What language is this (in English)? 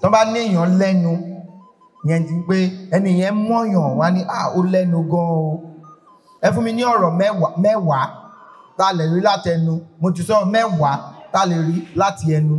Yoruba